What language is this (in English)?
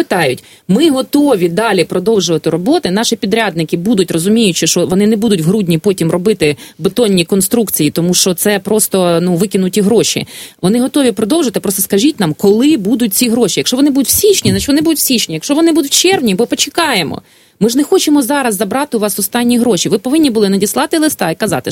Ukrainian